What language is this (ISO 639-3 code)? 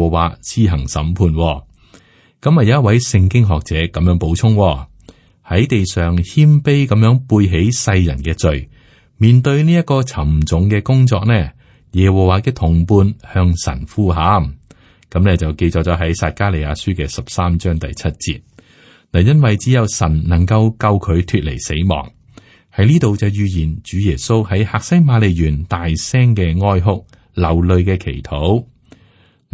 yue